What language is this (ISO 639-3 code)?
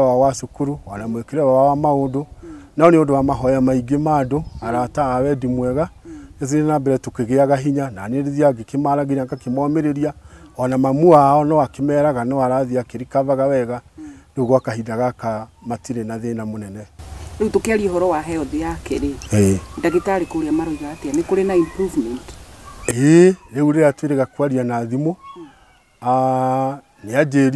kik